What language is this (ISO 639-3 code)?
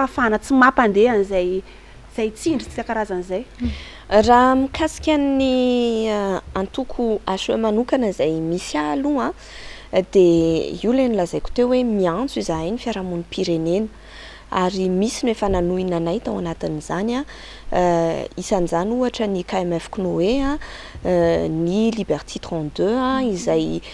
mlg